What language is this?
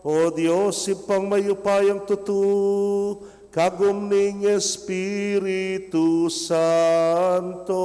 Pampanga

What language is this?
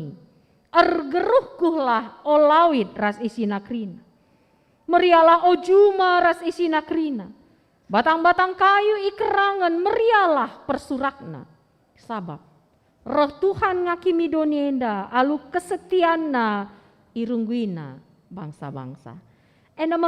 Batak Karo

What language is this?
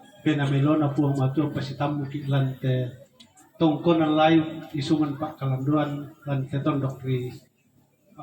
Toraja-Sa'dan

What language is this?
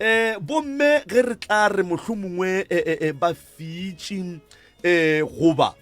Northern Sotho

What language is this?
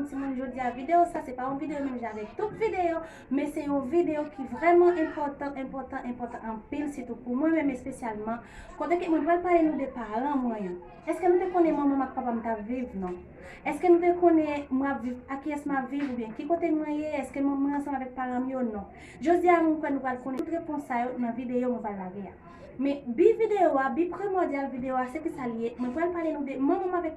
Haitian Creole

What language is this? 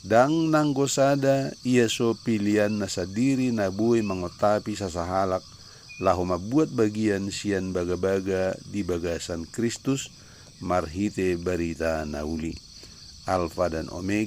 Batak Toba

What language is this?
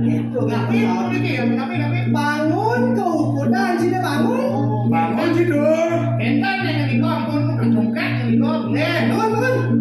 Balinese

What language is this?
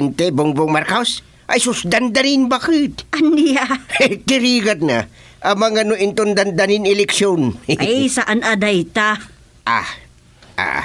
Iloko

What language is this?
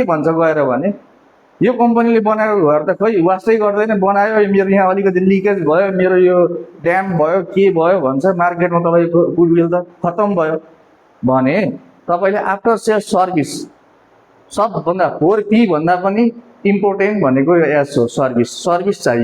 Nepali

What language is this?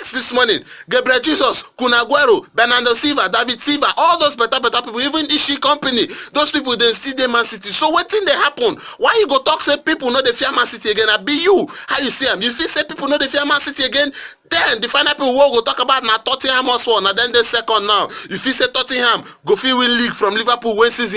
Nigerian Pidgin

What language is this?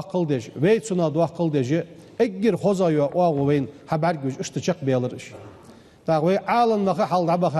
Ingush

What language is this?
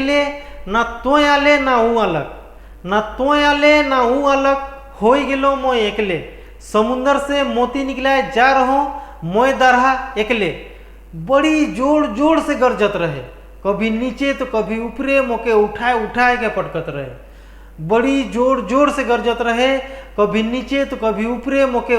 Sadri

